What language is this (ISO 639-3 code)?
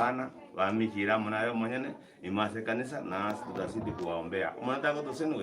guz